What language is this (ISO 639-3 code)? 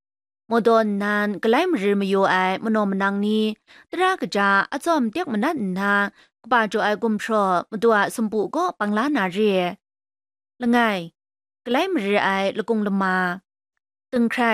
kac